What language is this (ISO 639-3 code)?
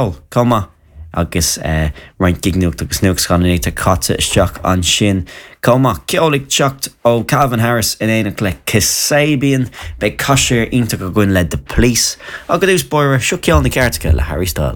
gle